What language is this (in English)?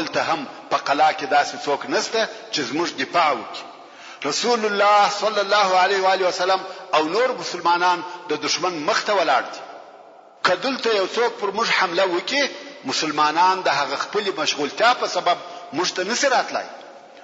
Pashto